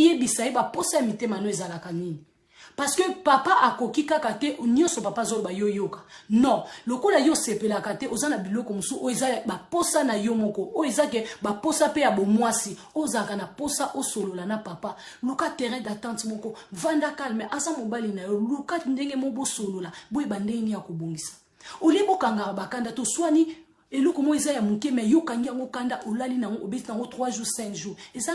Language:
Lingala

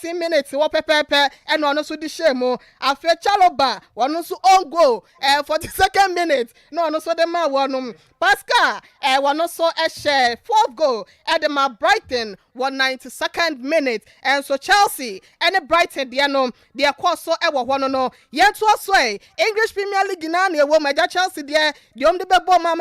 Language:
Akan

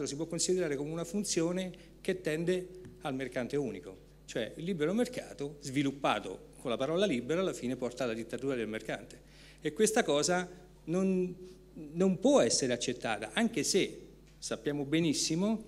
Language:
Italian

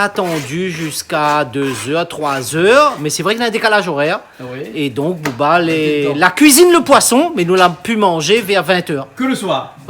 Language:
Réunion Creole French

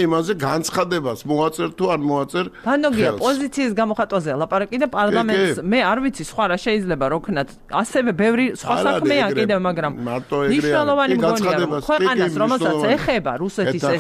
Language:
Georgian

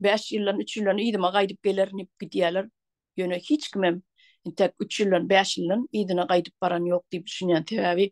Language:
Turkmen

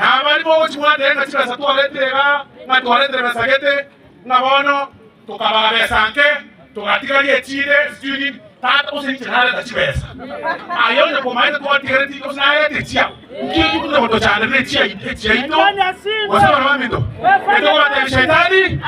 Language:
Gusii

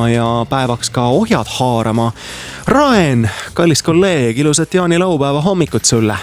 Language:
Estonian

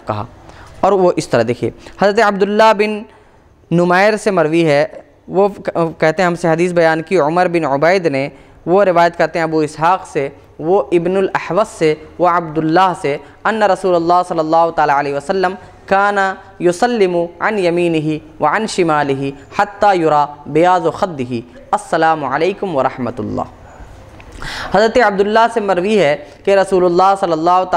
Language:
Urdu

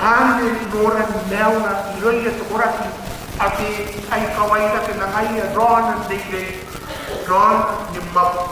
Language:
Gilbertese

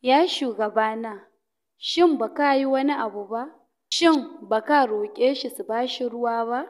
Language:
Hausa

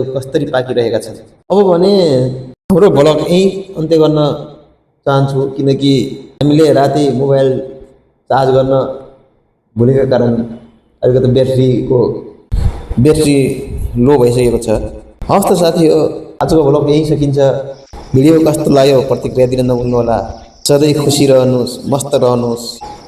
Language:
Nepali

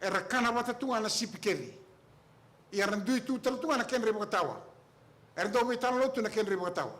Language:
Fijian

